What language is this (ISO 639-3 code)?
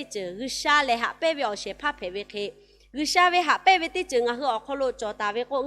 lhu